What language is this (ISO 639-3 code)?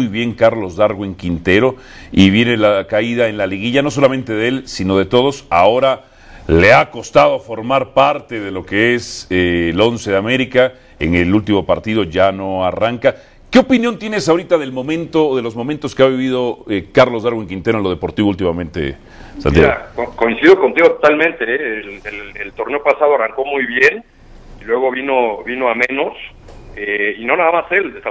spa